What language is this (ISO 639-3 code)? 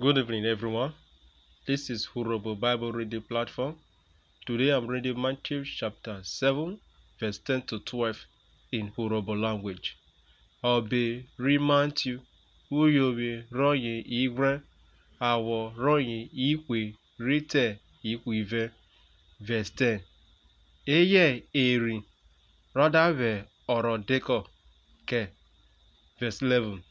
urh